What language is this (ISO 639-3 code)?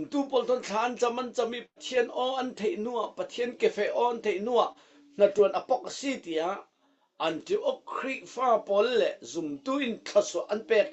cfm